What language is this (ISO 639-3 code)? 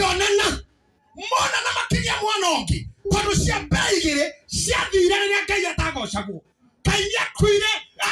kik